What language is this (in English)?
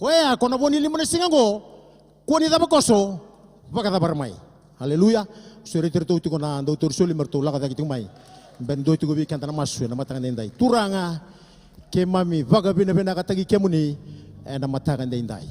Fijian